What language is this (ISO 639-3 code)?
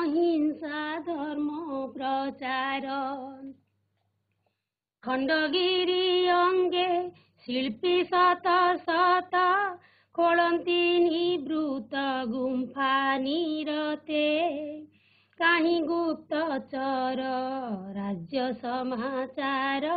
ori